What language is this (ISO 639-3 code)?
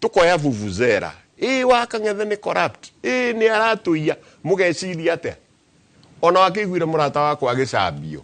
kik